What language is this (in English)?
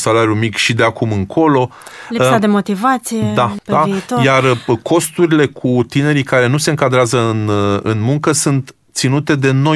Romanian